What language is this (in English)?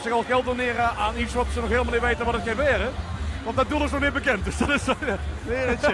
Limburgish